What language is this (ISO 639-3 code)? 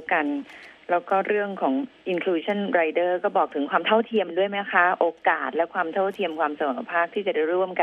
tha